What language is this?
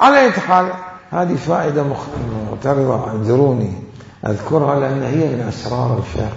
Mesopotamian Arabic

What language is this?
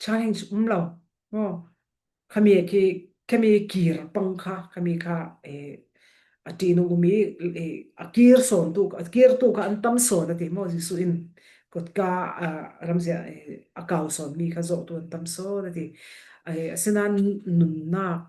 Falam Chin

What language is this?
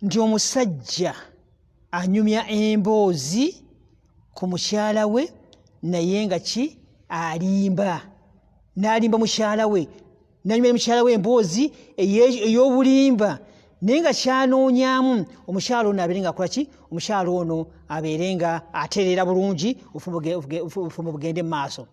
Ganda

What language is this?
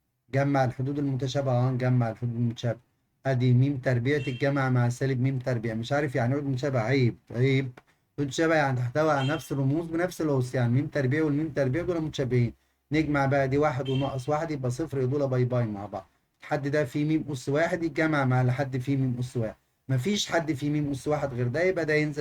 Egyptian Arabic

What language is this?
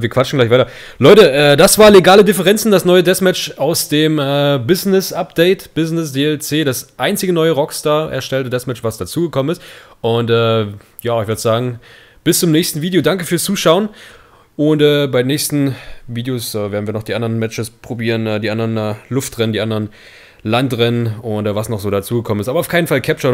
German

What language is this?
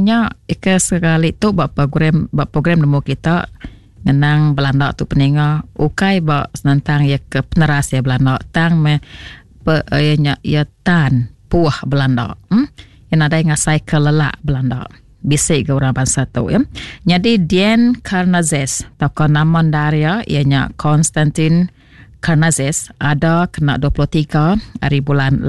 Iban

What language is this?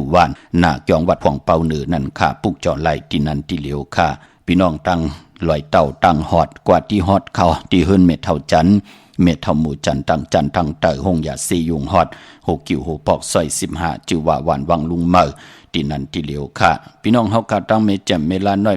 Shan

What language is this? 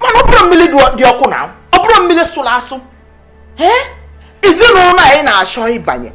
Igbo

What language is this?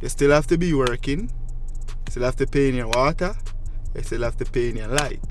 Jamaican Creole English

